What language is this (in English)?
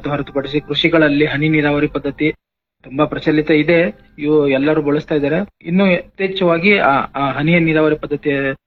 Kannada